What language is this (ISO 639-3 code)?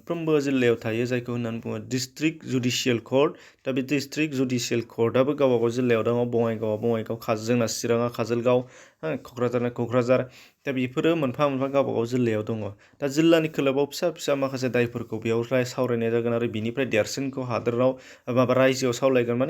brx